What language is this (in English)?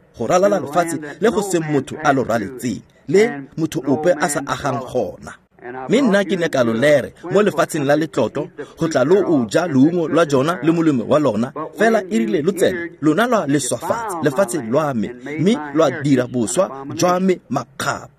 Tswana